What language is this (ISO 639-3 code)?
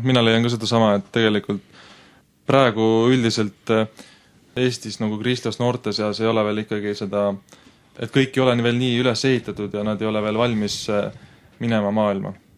est